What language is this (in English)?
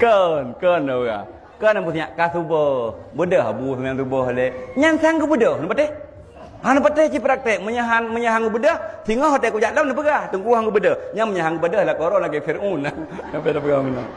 Achinese